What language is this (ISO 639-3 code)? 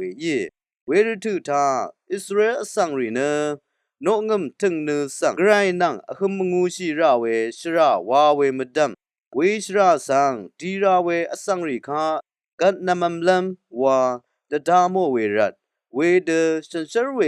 raw